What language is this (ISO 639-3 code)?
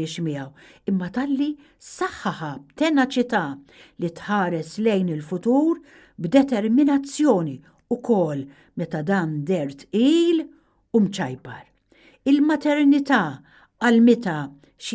mlt